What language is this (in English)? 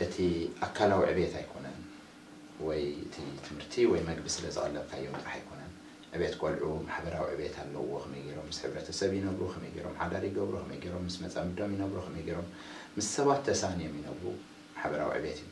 Tigrinya